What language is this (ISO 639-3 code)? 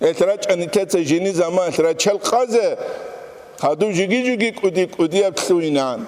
ava